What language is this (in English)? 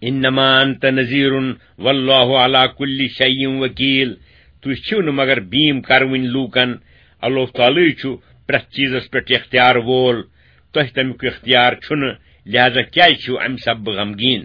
Kashmiri